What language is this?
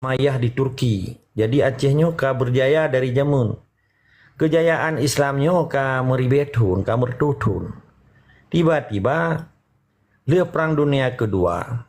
Achinese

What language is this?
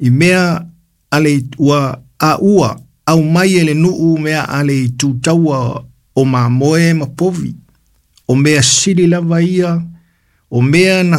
Samoan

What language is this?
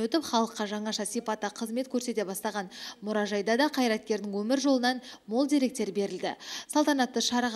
Kazakh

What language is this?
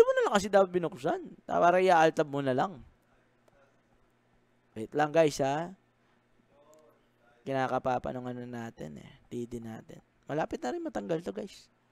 Filipino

